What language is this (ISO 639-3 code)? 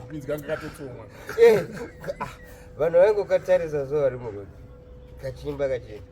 sna